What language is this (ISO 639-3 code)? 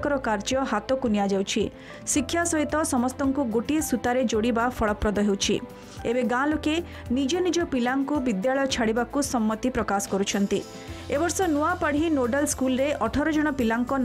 ori